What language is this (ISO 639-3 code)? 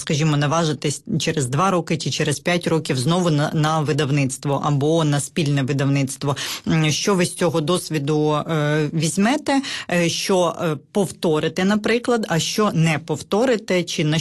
ukr